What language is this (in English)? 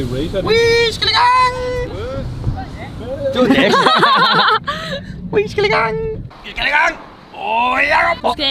Danish